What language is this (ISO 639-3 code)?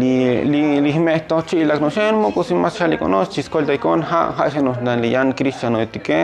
tzo